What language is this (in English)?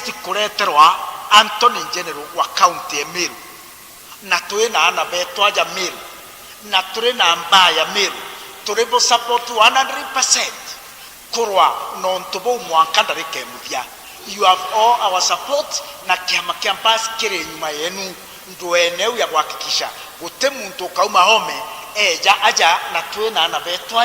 Meru